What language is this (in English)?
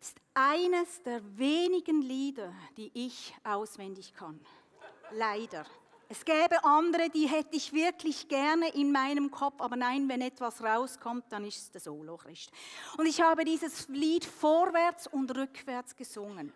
Swiss German